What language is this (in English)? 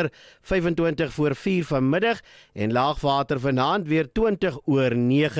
Afrikaans